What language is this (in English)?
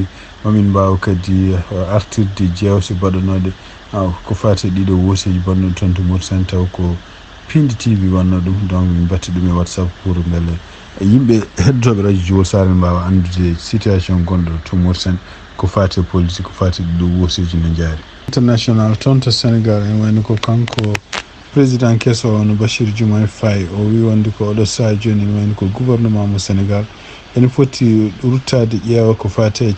Fula